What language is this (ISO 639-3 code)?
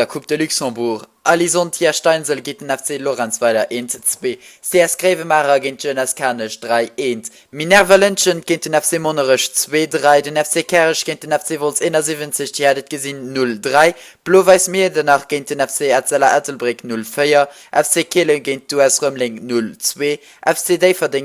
ltz